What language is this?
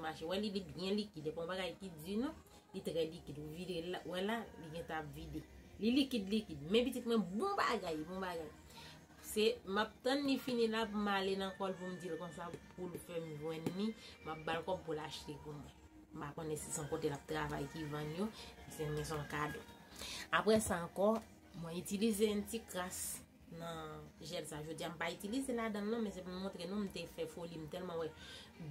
Haitian Creole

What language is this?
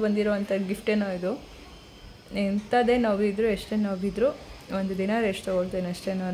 Kannada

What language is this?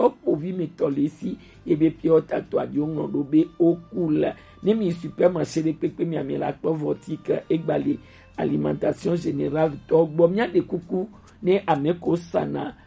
Gen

